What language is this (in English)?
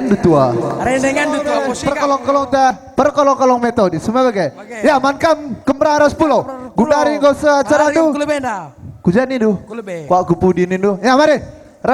Batak Karo